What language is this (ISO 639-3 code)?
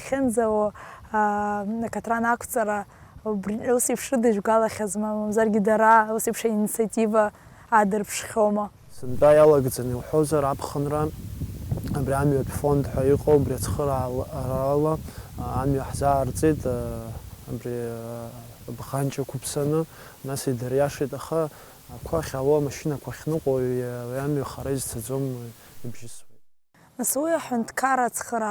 abk